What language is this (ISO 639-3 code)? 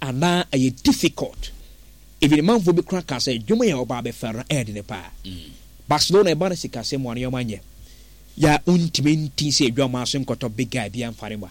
aka